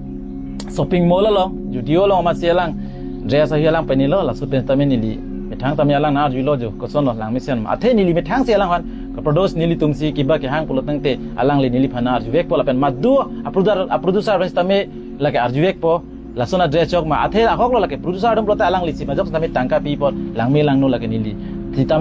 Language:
Karbi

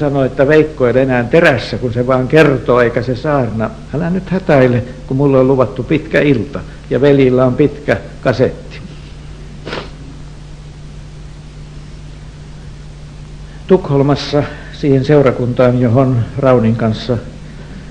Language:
Finnish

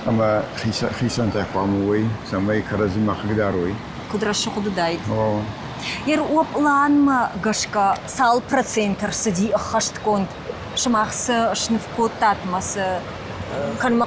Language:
Ossetic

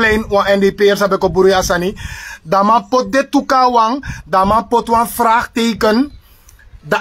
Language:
Sranan Tongo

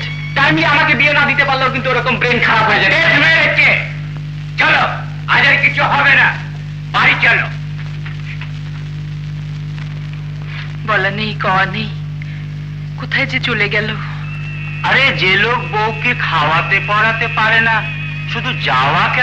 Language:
Bangla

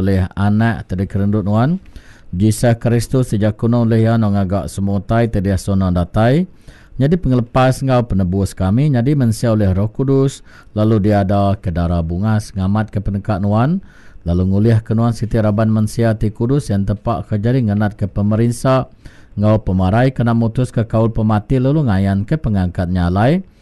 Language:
Iban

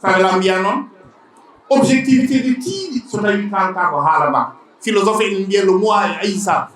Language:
Fula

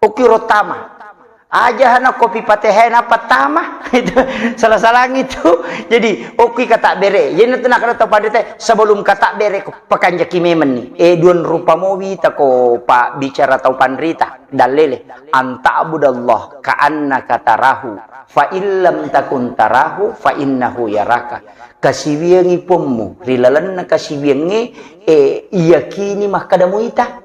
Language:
Buginese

